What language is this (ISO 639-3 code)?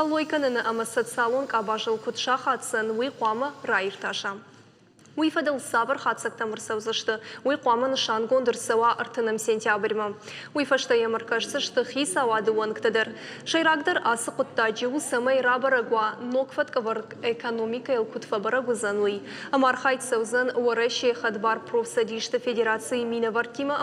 oss